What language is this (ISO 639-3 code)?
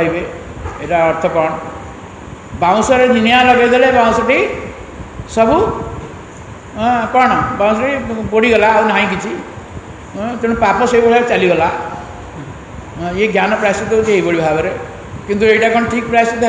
ori